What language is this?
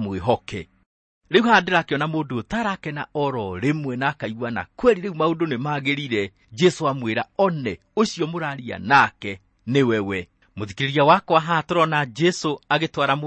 Kikuyu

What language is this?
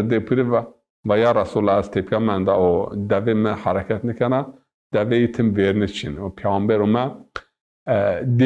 Zaza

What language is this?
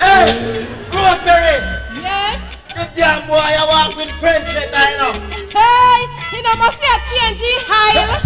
Jamaican Creole English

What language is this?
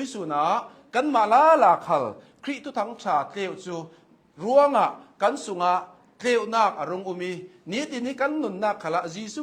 Hakha Chin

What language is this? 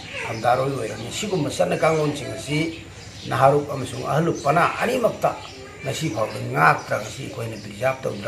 Manipuri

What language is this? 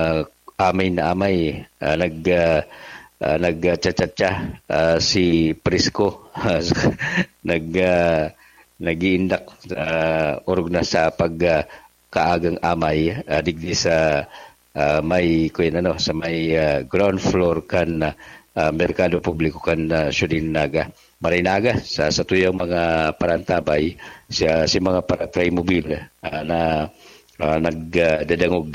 Bikol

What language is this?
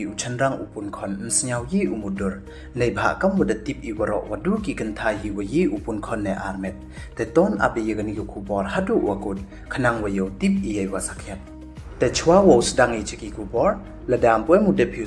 Pnar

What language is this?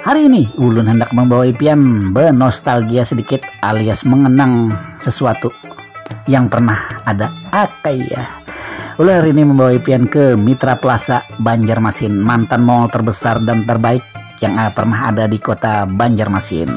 Banjar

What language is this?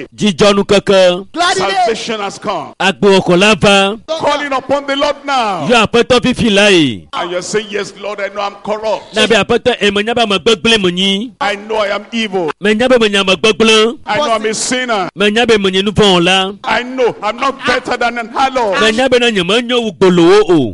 Ewe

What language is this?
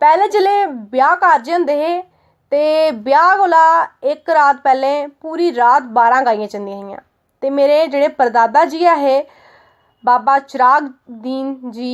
Dogri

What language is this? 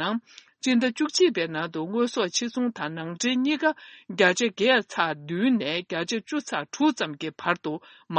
Tibetan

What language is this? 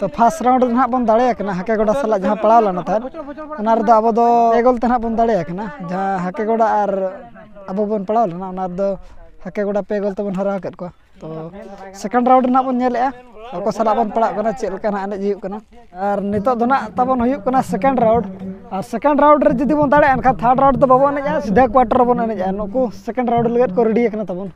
Santali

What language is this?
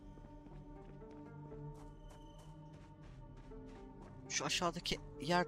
Turkish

